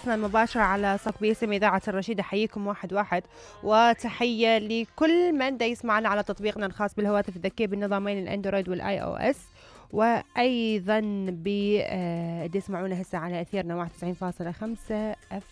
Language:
Mesopotamian Arabic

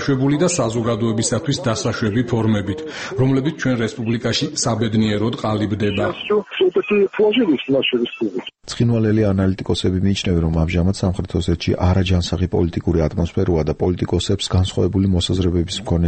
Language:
Georgian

